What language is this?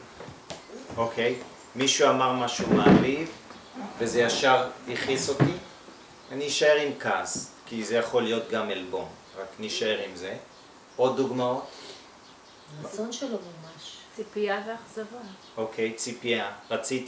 Hebrew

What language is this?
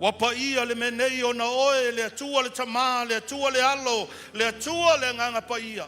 Samoan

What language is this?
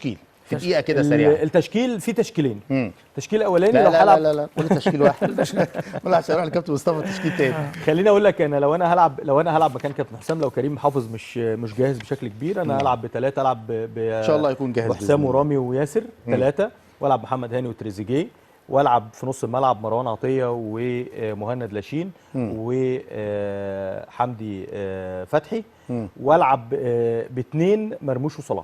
Egyptian Arabic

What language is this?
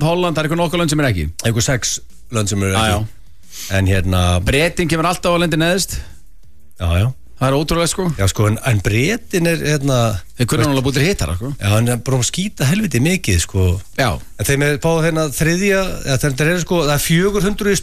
Icelandic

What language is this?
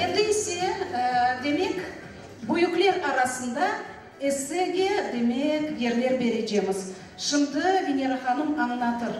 Crimean Tatar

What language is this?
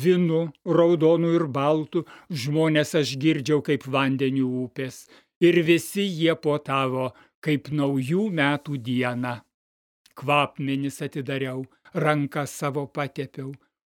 Lithuanian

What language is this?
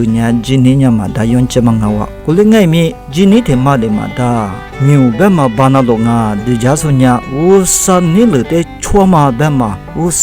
Lisu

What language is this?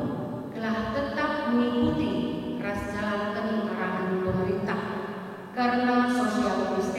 Batak Karo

